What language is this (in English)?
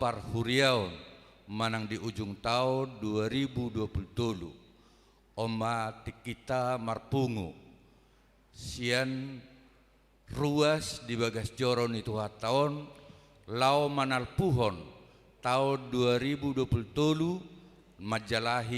Batak Toba